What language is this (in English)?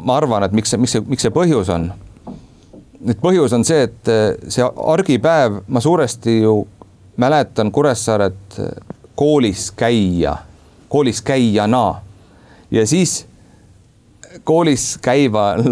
Estonian